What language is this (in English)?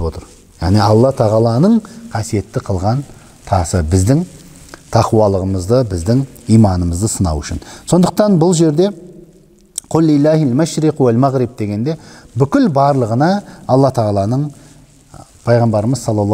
Kazakh